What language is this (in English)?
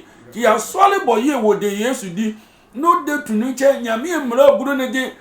Sehwi